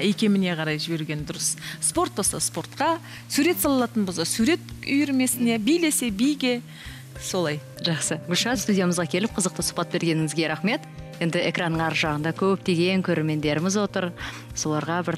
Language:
Kazakh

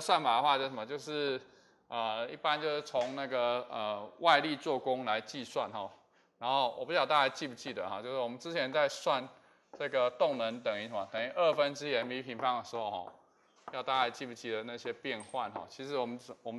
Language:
Chinese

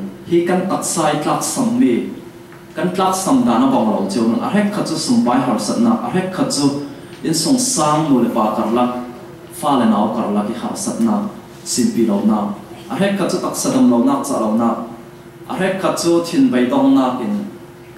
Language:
Falam Chin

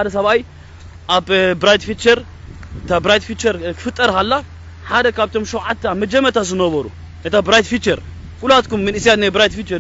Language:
Tigrinya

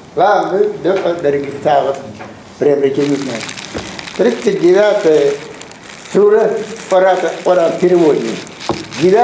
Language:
Ingush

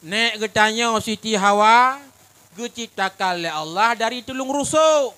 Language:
Achinese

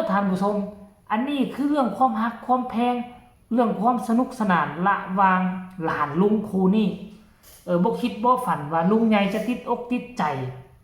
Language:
Northeastern Thai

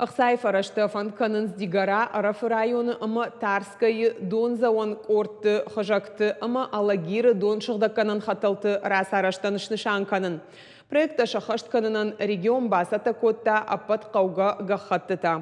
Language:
Ossetic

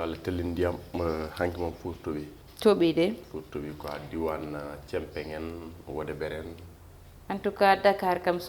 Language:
Fula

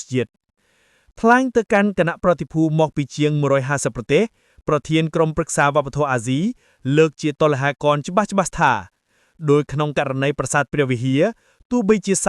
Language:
Khmer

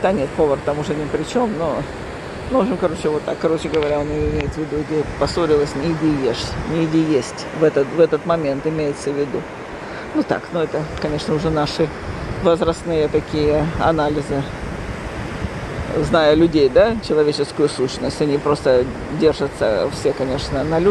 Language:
Russian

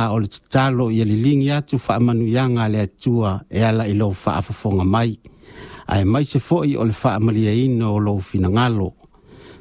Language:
Samoan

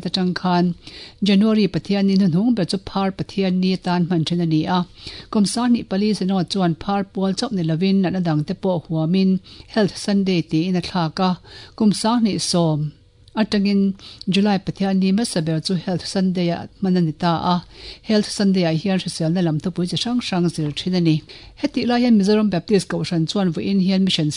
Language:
Mizo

